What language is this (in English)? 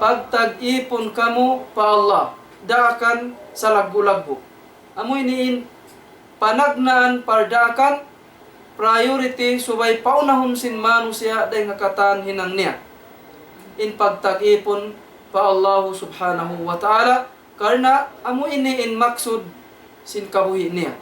Tausug